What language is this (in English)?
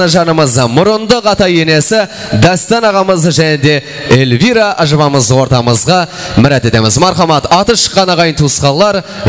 Kara-Kalpak